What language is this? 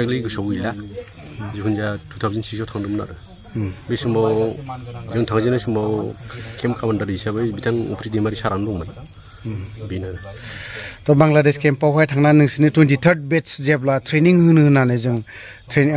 Bodo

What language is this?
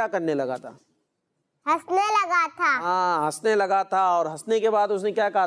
Urdu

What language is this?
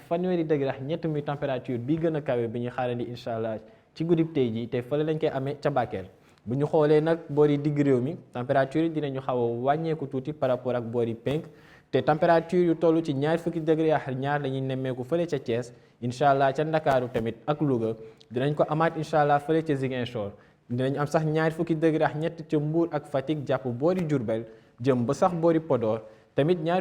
Wolof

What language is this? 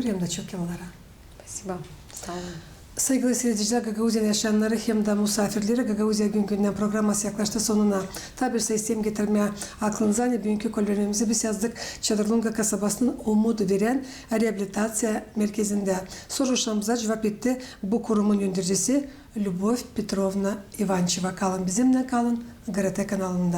Gagauz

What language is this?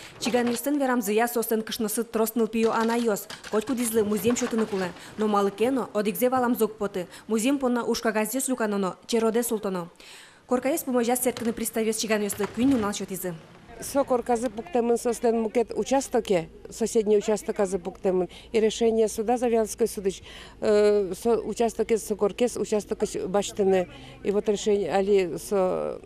Udmurt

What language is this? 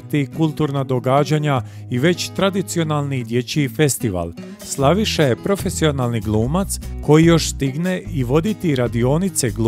Croatian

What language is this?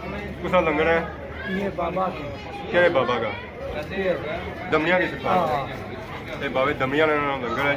Pahari-Potwari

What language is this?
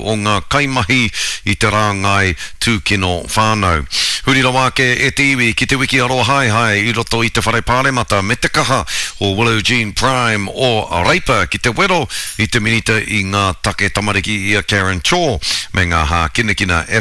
Māori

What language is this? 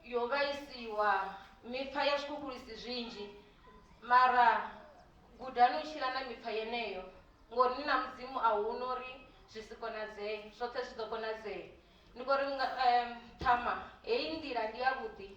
Venda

